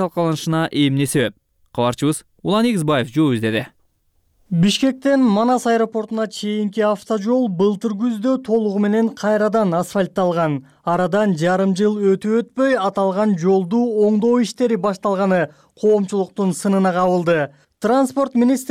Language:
Kyrgyz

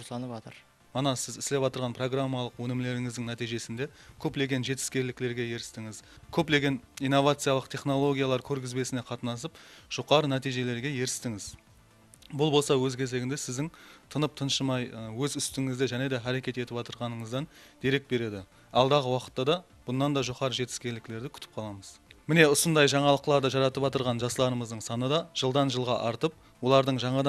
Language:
Kara-Kalpak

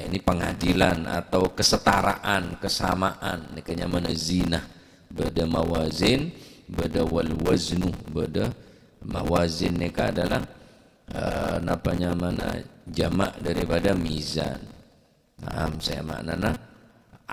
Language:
Madurese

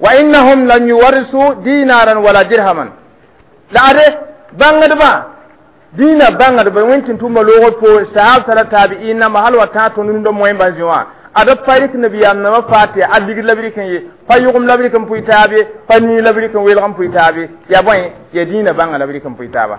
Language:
Mossi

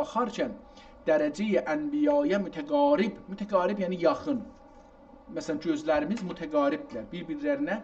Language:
South Azerbaijani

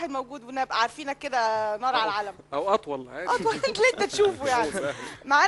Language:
Egyptian Arabic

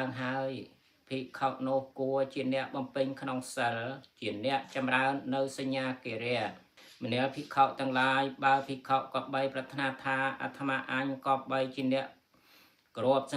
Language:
Khmer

